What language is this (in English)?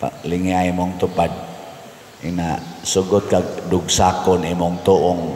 Cebuano